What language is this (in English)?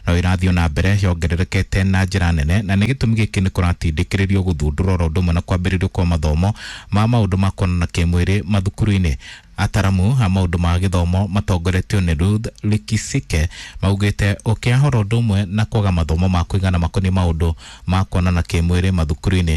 Kikuyu